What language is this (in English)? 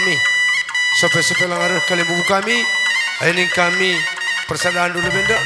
Batak Karo